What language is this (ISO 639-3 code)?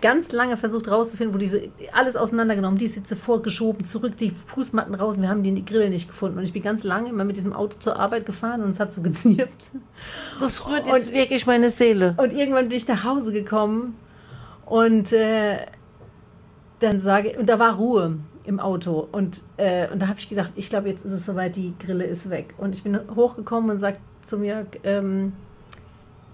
deu